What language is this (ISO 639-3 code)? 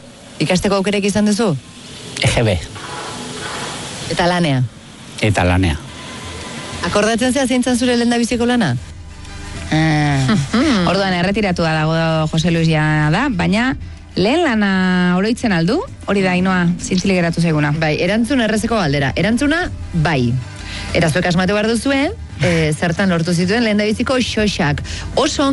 eus